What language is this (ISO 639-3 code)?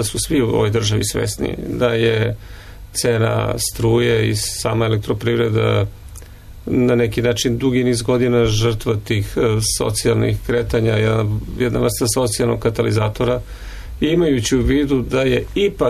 srp